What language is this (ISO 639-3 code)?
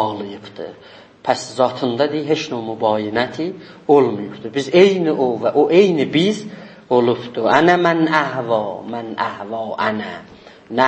azb